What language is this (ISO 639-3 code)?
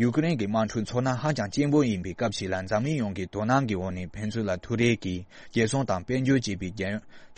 bod